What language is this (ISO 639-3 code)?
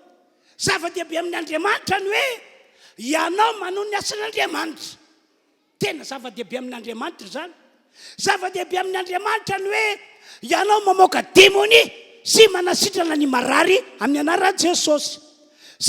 mlg